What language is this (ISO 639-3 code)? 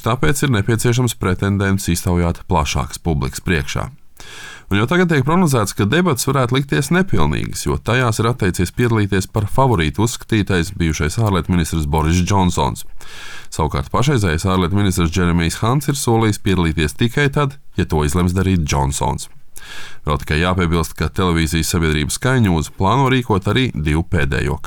lav